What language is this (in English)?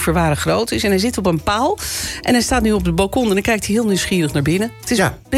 Dutch